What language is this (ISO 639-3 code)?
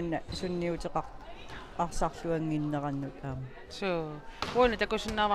kal